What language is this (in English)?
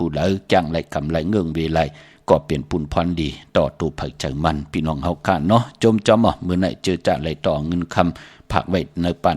Shan